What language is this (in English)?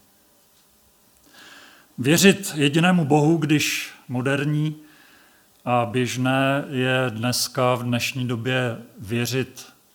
Czech